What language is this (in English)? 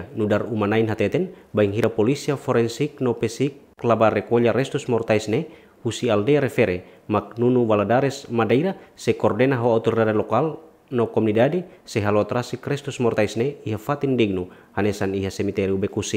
Tetum